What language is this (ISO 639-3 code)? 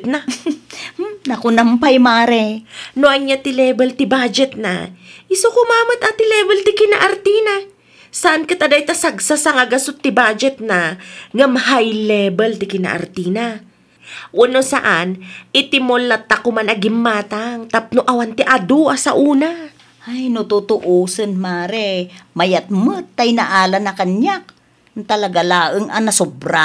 ilo